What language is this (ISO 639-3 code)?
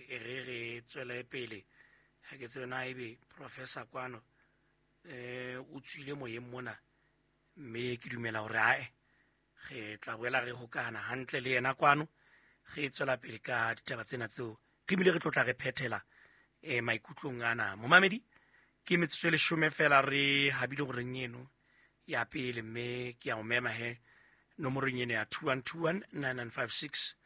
sot